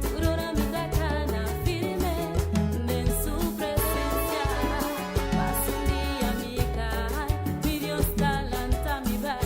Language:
Papiamento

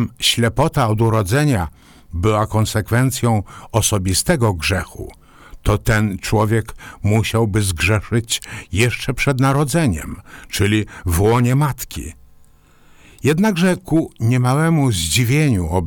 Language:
Polish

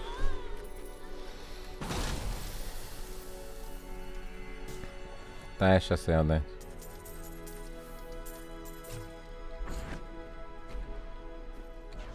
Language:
Romanian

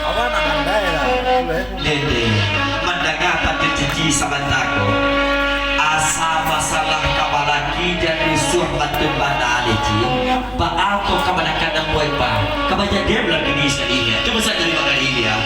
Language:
Minangkabau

